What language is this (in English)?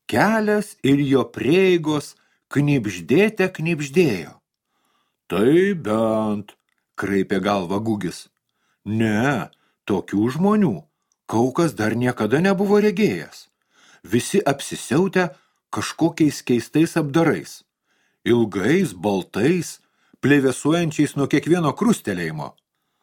Lithuanian